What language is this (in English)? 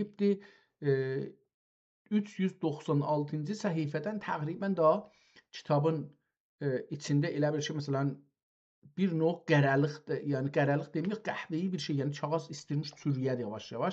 South Azerbaijani